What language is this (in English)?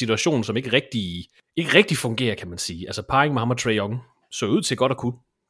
Danish